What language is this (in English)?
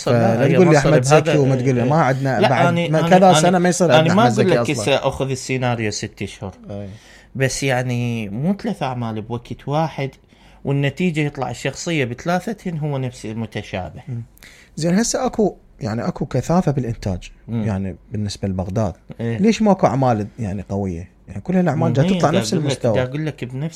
Mesopotamian Arabic